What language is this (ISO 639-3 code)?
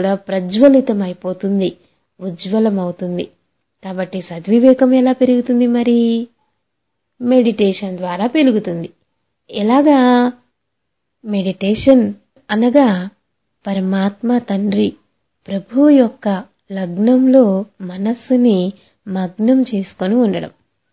tel